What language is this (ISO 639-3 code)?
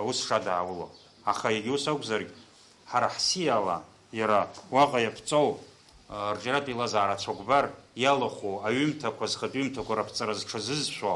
abk